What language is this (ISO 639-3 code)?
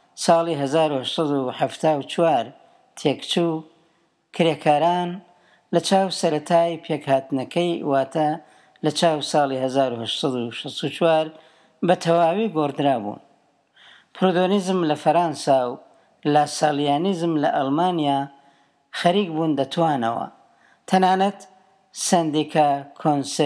ckb